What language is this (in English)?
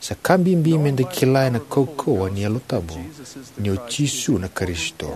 Fijian